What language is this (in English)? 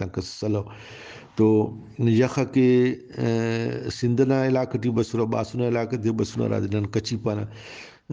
Brahui